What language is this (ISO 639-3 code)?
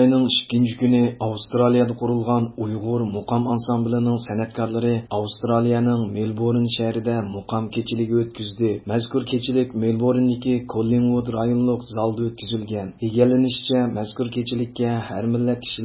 uig